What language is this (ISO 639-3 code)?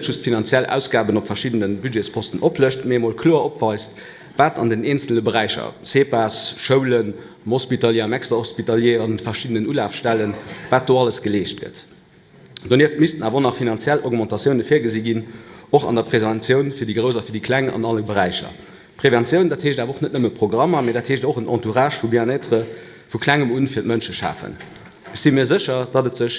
ltz